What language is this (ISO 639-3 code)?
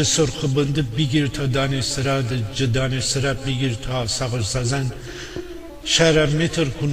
glk